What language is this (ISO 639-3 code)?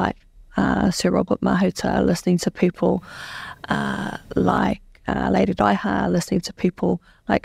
mri